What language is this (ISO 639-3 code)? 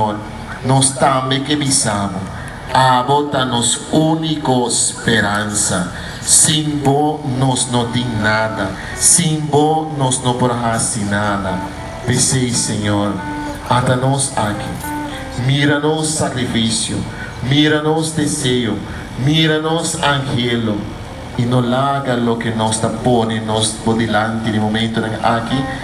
pap